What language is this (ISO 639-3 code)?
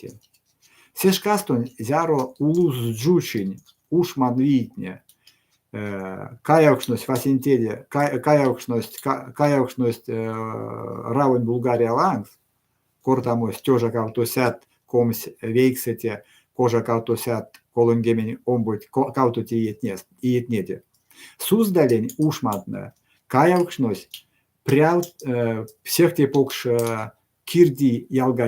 myv